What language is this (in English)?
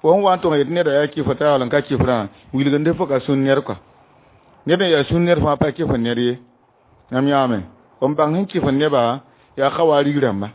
Mossi